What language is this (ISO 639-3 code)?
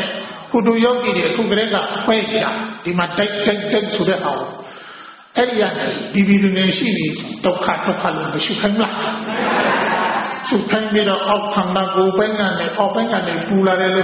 mya